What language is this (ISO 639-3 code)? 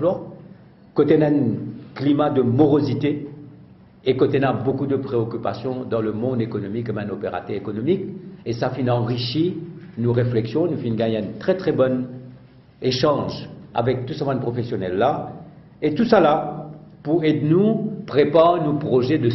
mfe